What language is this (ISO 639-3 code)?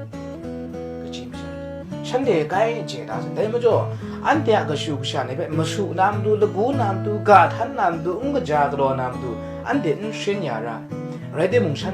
kac